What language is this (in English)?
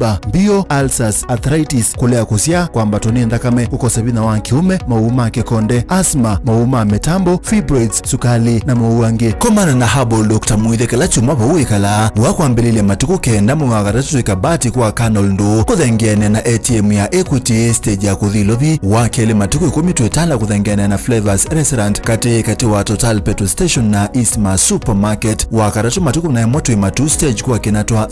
Kamba